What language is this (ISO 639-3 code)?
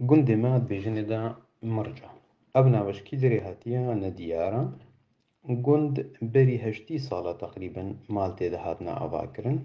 kur